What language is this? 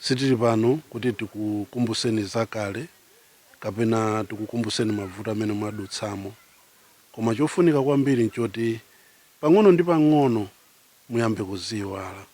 Nyanja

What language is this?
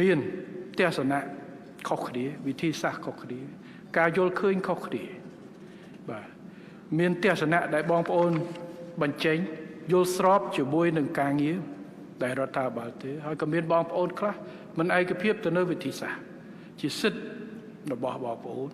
Khmer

